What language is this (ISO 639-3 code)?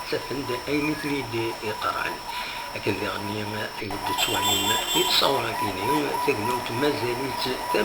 kab